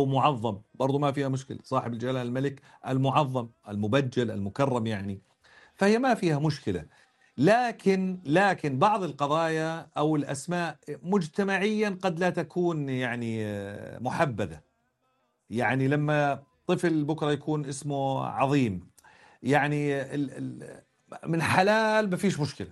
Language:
North Levantine Arabic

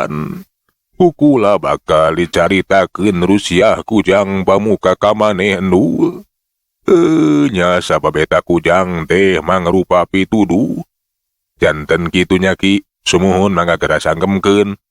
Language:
Sundanese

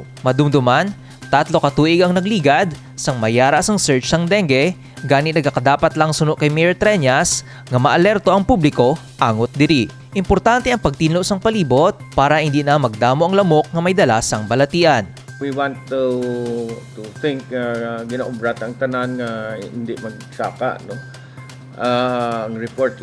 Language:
Hiligaynon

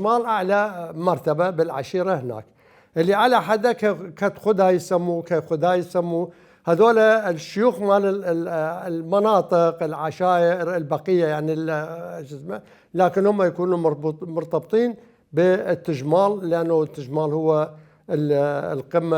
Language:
Mesopotamian Arabic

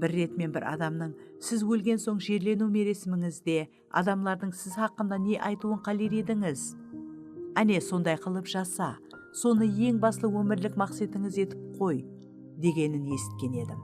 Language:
Kara-Kalpak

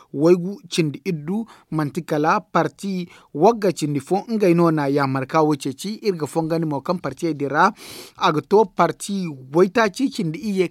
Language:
Zarma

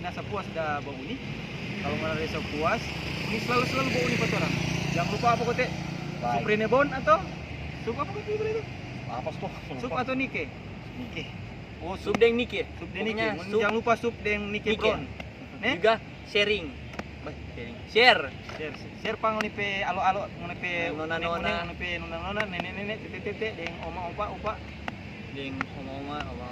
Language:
Manado Malay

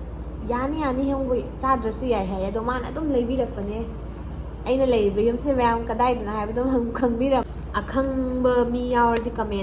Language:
Manipuri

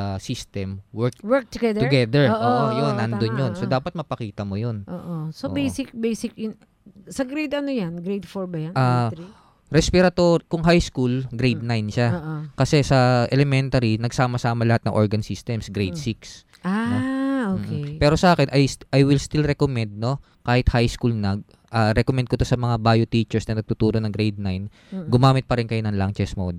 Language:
Filipino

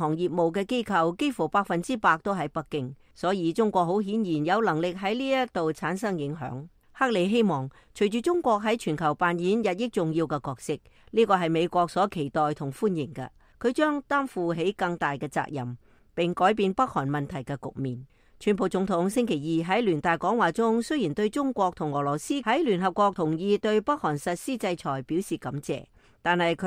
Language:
Cantonese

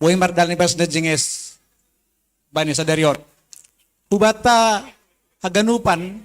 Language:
Batak Simalungun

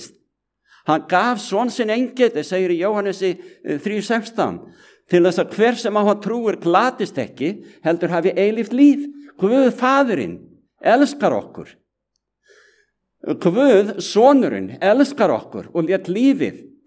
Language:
Icelandic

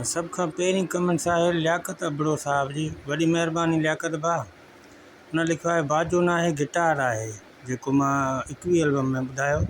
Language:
Sindhi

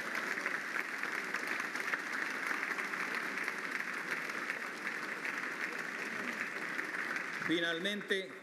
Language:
Spanish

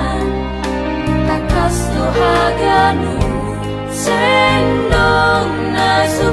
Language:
Batak Simalungun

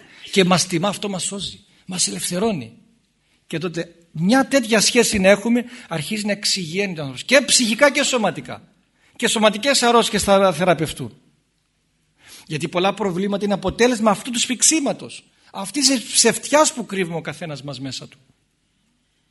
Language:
Greek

